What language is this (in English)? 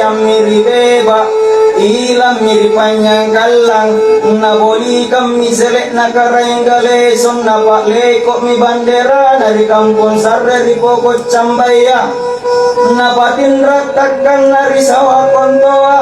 Makasar